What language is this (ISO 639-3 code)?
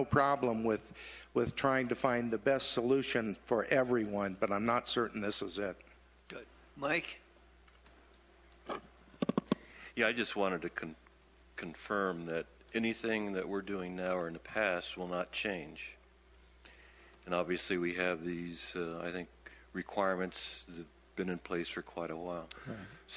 eng